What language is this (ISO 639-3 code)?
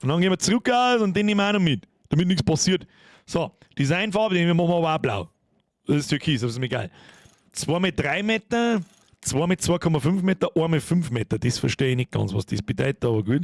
bar